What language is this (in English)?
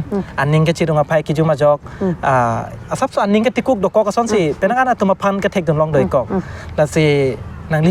Karbi